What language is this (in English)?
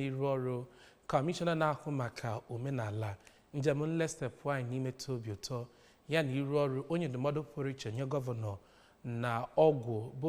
Igbo